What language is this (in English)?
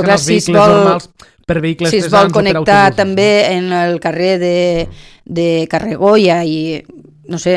Catalan